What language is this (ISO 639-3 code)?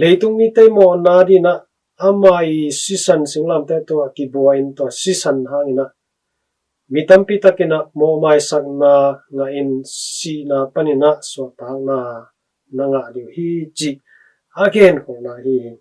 ctd